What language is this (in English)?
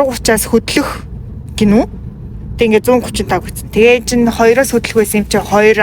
Mongolian